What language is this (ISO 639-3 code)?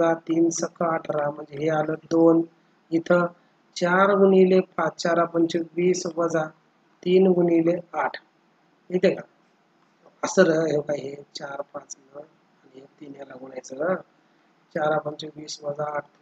mar